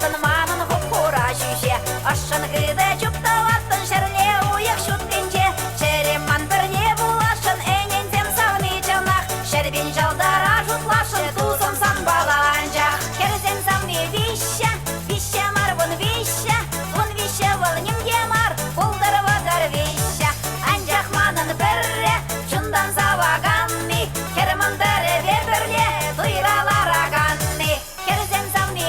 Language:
Chuvash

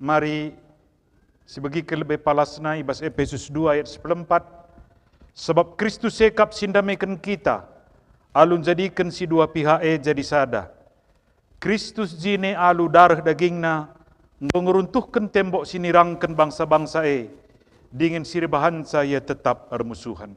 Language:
Batak Karo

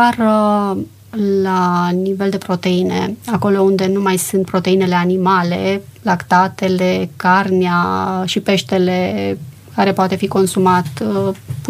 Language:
Romanian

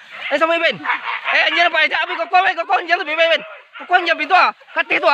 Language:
Minangkabau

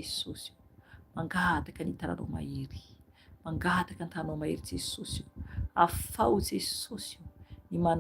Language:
Malagasy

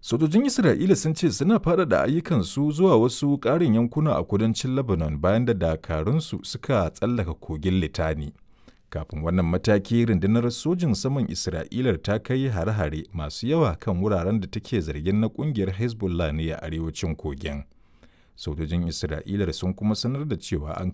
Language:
Hausa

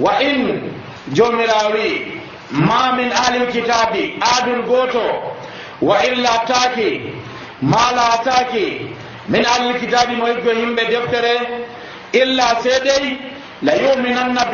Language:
Nigerian Fulfulde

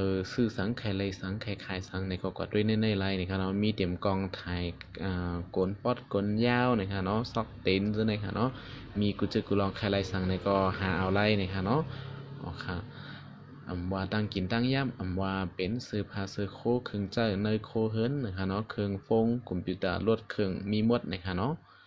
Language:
Shan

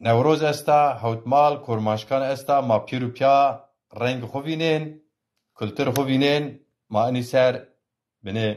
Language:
Zaza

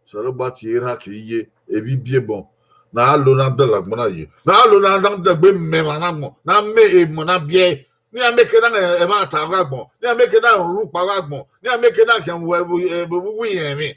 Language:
Bini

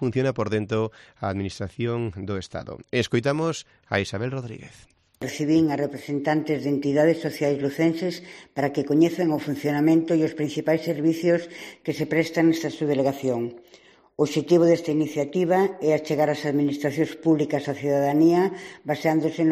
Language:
Galician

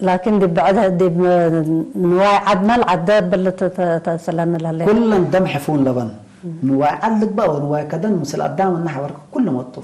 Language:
Tigre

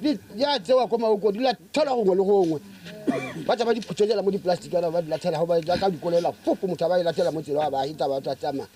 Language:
Tswana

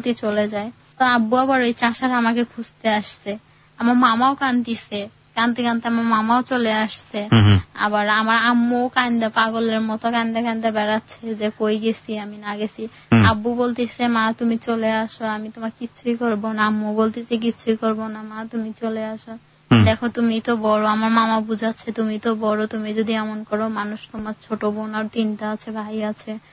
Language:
Bangla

